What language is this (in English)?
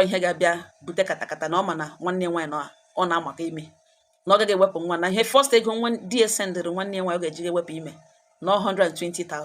Igbo